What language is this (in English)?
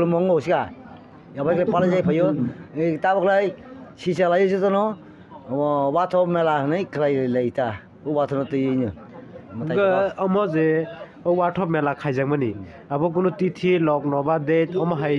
Kok Borok